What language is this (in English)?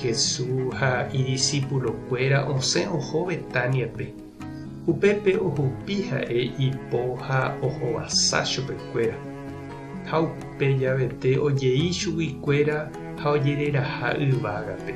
Guarani